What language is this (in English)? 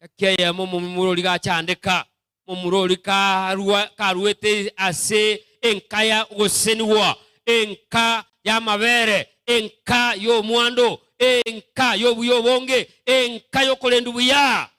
Gusii